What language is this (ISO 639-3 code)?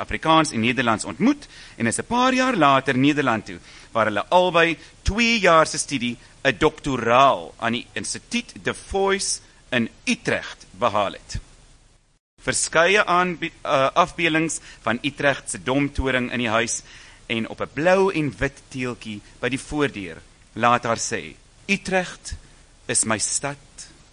afr